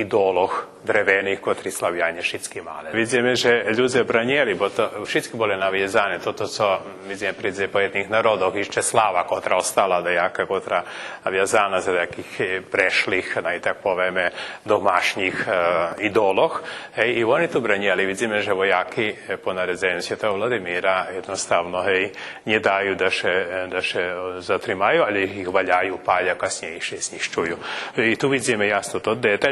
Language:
Rusyn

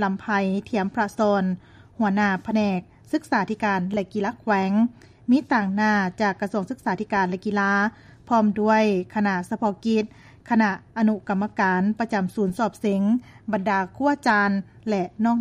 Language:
Lao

